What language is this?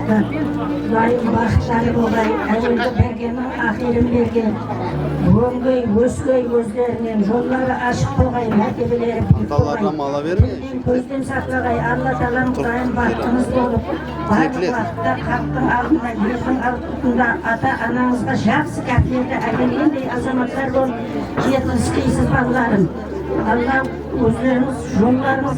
Kara-Kalpak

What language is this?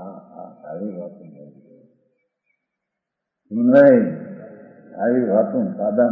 Gujarati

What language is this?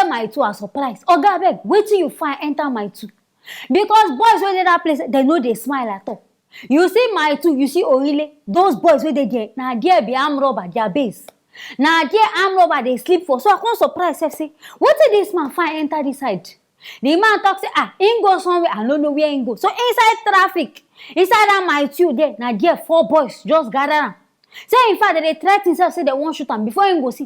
Nigerian Pidgin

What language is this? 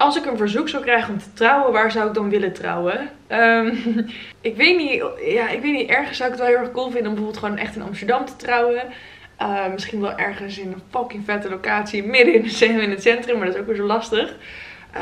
Dutch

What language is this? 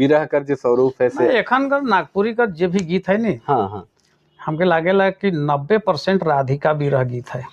Sadri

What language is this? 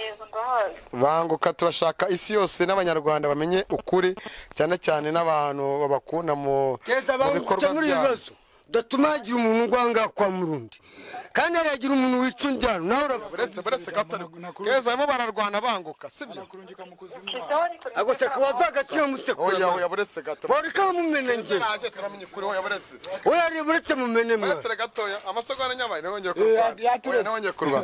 Kinyarwanda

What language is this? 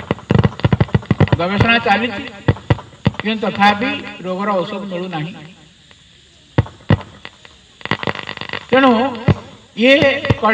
Odia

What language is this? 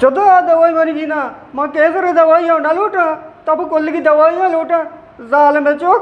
Eastern Balochi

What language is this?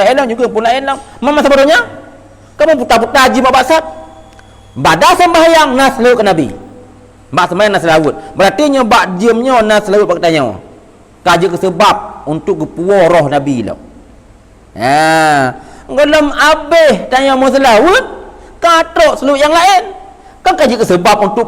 Achinese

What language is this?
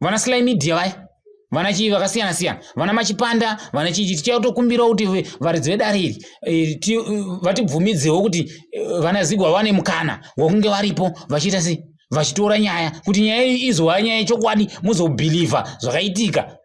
Shona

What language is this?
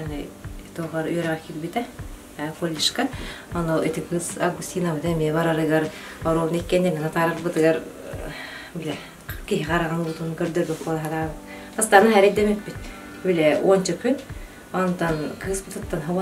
Yakut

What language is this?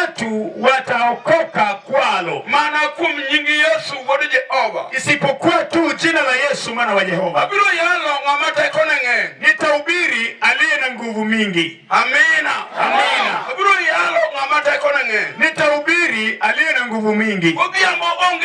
Luo (Kenya and Tanzania)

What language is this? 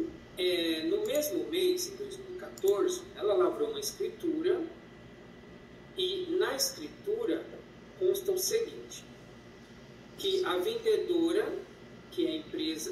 Portuguese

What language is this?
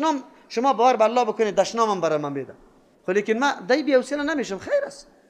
Persian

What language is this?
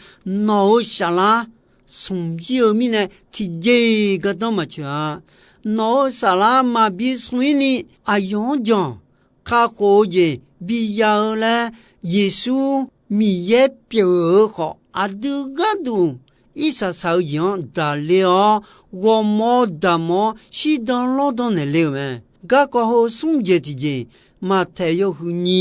Akha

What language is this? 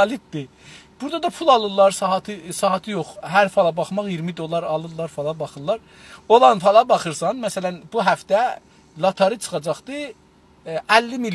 South Azerbaijani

